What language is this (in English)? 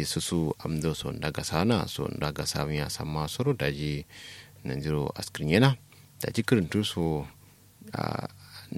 Kanuri